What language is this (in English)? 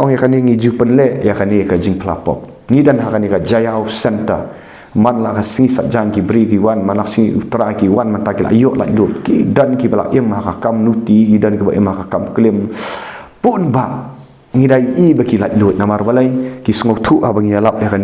Khasi